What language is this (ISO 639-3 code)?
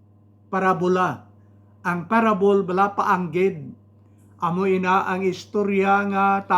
hil